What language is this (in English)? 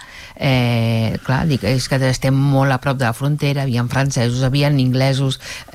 Catalan